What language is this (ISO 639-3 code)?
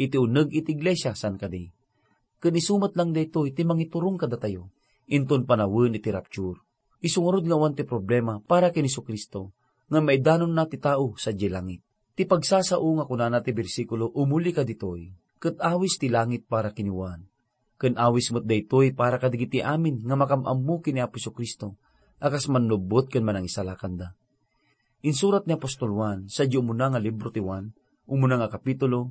ilo